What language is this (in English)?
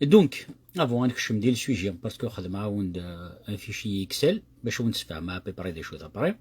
Kabyle